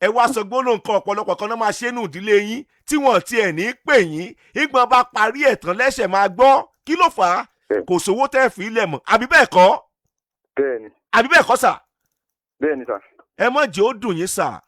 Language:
Yoruba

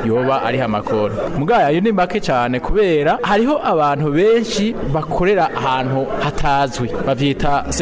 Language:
Rundi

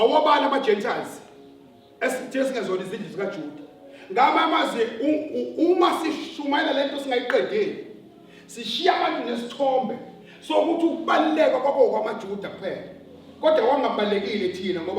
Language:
Zulu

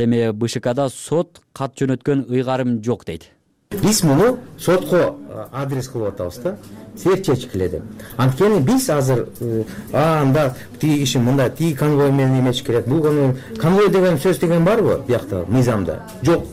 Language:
Kyrgyz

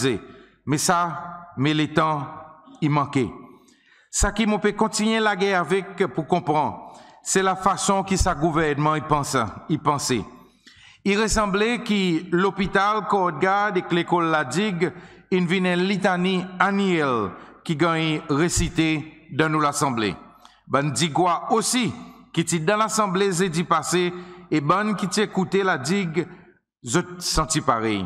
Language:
Seselwa Creole French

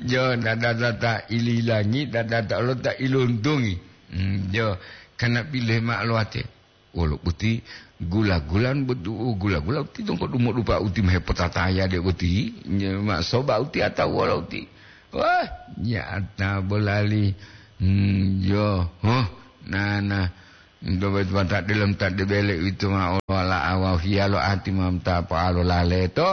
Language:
Gorontalo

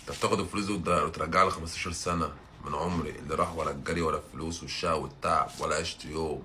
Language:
Egyptian Arabic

